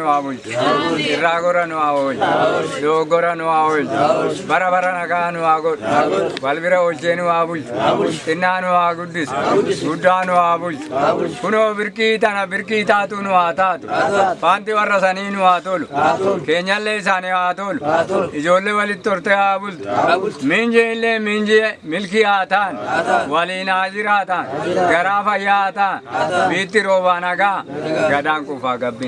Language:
Oromo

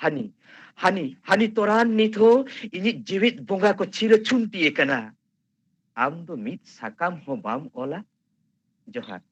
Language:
Santali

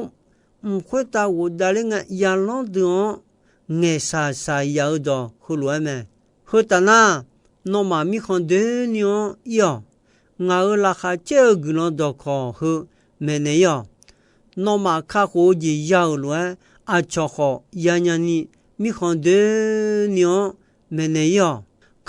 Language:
Akha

